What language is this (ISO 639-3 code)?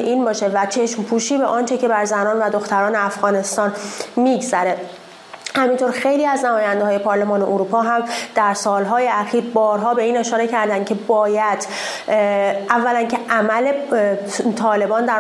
fas